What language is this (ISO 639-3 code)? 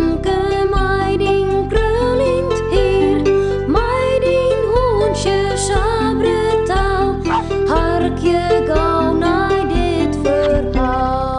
fry